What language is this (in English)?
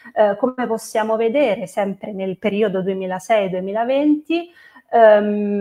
Italian